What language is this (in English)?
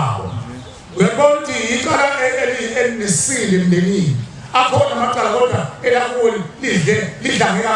Zulu